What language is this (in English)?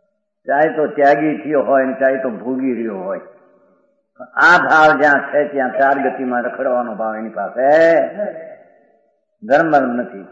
Gujarati